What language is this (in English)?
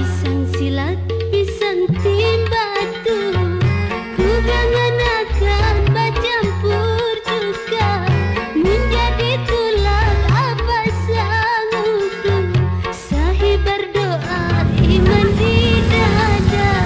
Banjar